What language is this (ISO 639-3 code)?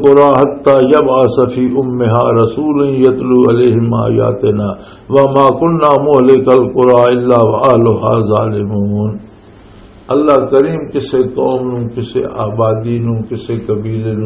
lah